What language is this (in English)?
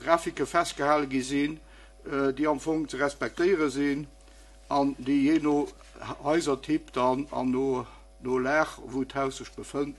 Luxembourgish